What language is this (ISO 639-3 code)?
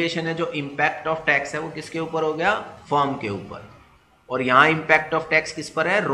hin